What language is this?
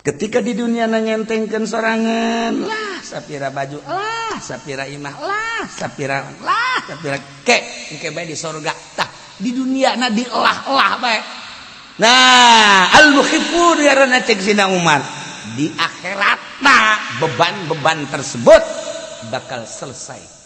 Sundanese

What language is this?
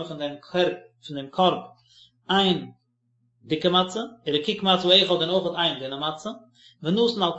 Yiddish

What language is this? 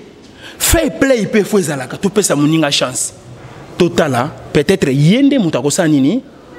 Lingala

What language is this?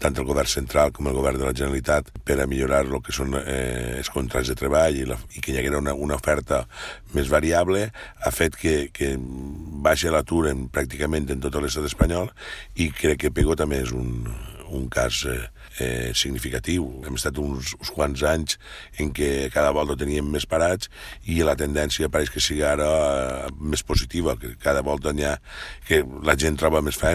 Catalan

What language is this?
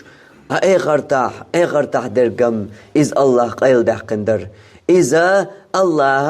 Chechen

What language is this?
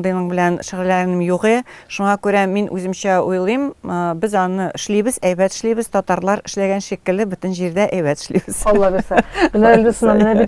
Tatar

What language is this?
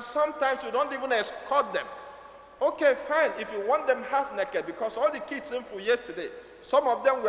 Igbo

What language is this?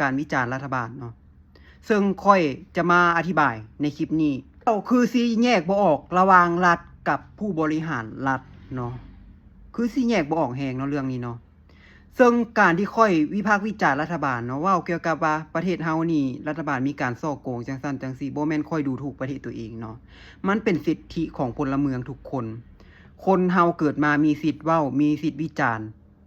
Lao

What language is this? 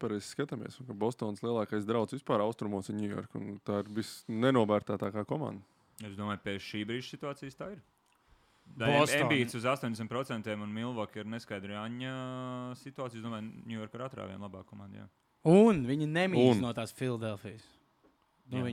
Latvian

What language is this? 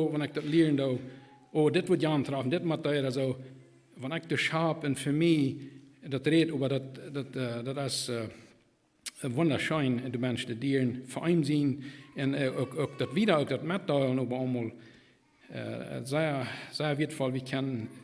Plautdietsch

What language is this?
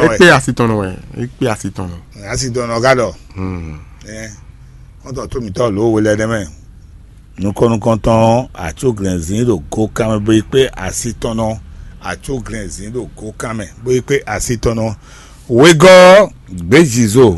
Fon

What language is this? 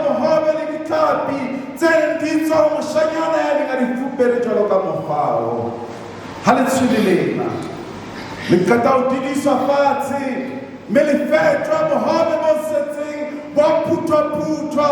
Southern Sotho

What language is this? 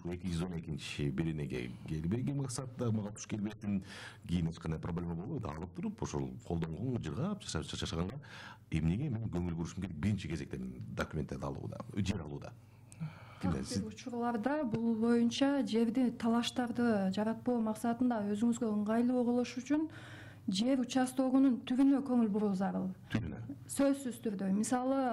Kyrgyz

